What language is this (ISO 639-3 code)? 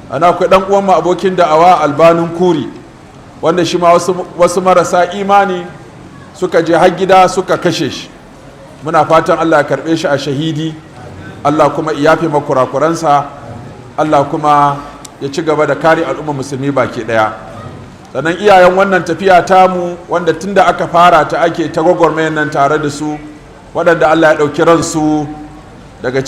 hau